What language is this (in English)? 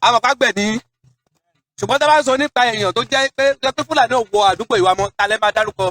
Yoruba